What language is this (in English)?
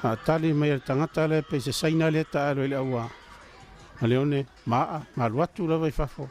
Samoan